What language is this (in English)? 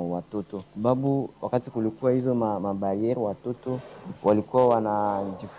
Swahili